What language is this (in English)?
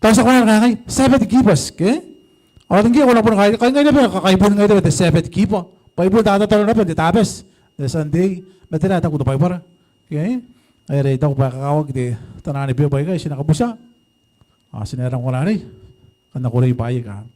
Gilbertese